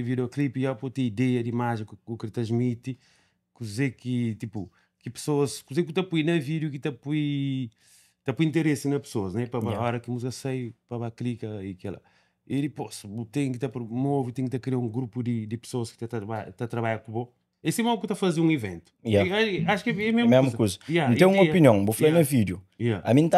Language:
Kabuverdianu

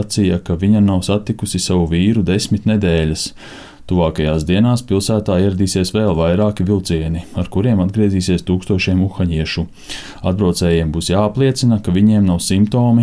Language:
Latvian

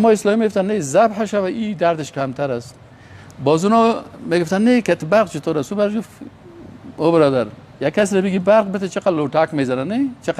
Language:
Persian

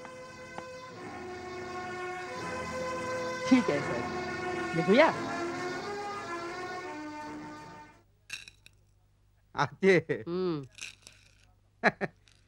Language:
Marathi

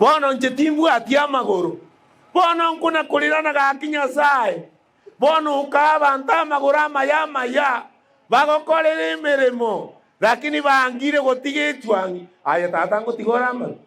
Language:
Gusii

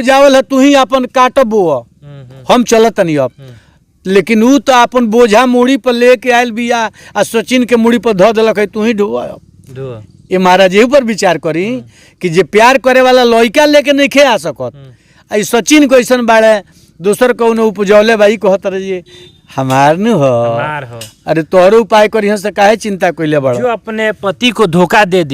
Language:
Bhojpuri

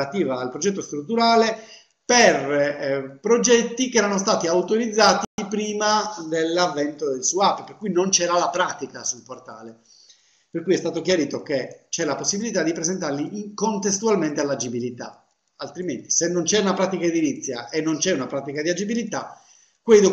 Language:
Italian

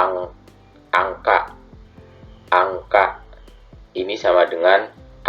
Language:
Madurese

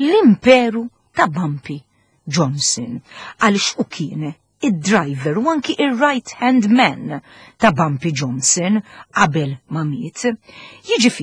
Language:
Maltese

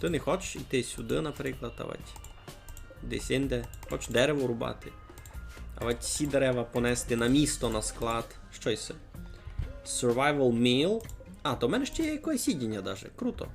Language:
Rusyn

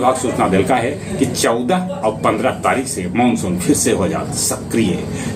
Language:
Magahi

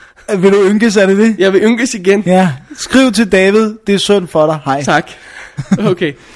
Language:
Danish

